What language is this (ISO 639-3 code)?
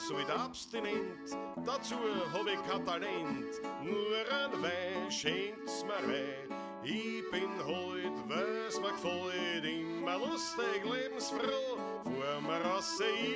bar